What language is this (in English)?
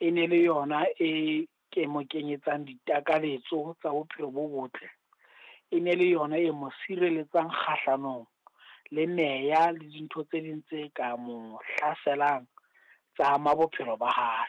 Southern Sotho